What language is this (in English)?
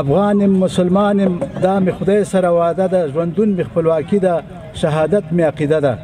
Pashto